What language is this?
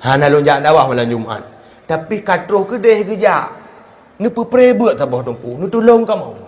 Achinese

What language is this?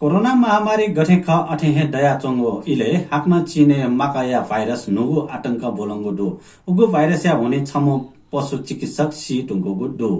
Newari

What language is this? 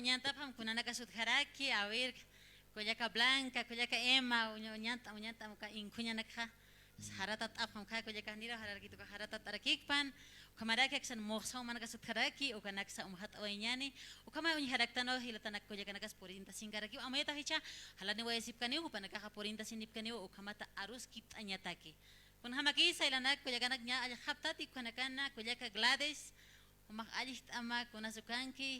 Aymara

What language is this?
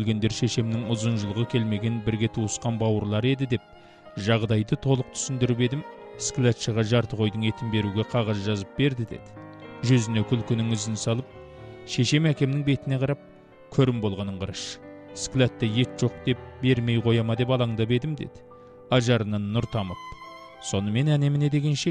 Kazakh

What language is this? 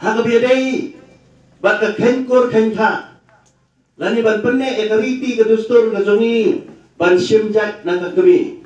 Khasi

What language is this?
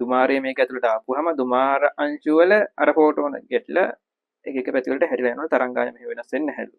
Sinhala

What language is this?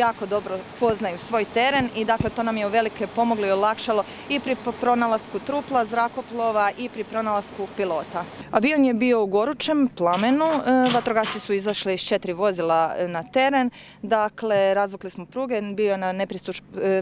Croatian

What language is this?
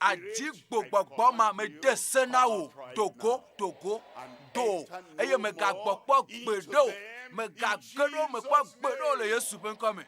Ewe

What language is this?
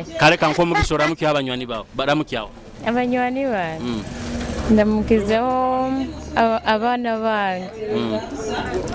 Nyoro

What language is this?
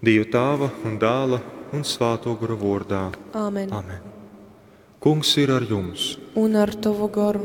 Latgalian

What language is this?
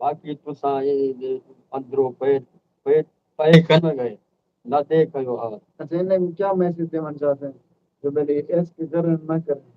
Saraiki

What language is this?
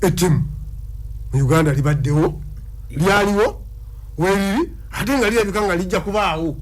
Ganda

